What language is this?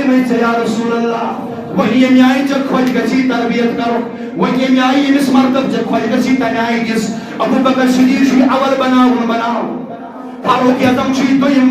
Kashmiri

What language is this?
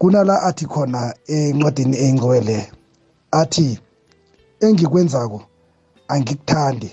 South Ndebele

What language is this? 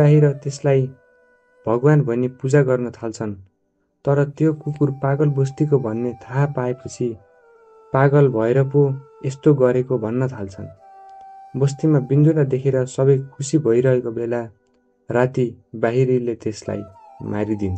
Nepali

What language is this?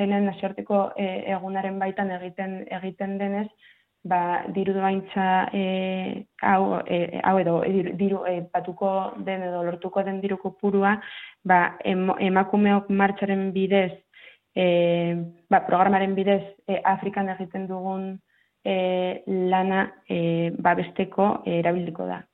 Basque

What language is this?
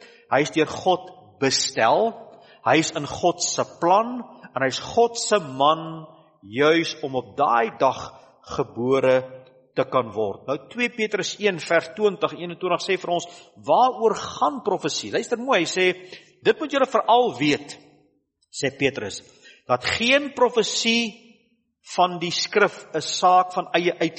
Afrikaans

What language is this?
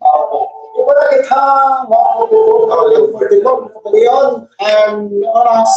Bikol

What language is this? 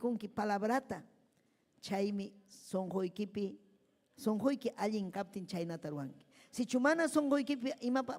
Ayacucho Quechua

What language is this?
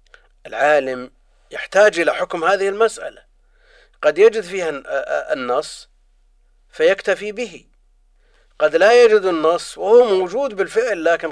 Arabic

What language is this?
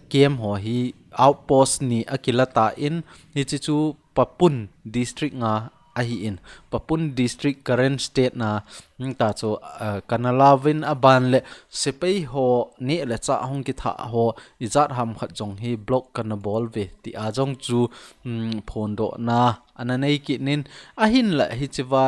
Thado Chin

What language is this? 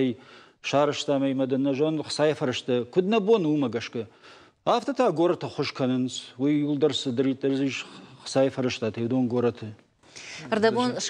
Ossetic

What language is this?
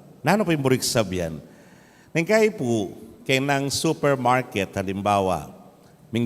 Pampanga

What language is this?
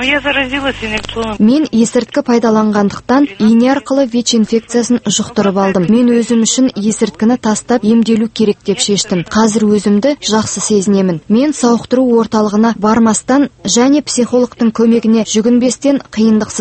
Kazakh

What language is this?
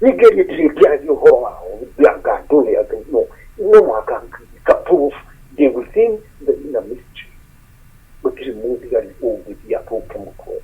Kikuyu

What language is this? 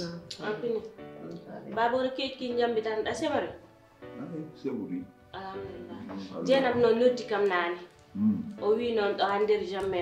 Fula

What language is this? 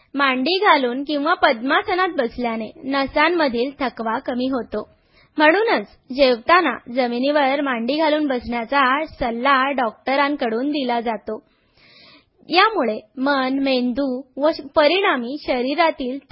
Marathi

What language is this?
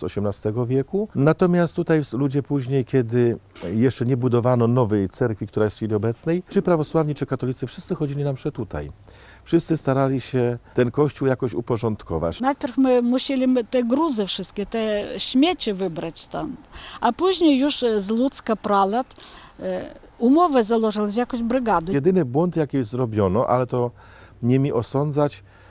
Polish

